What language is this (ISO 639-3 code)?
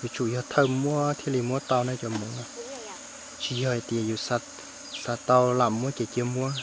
hmn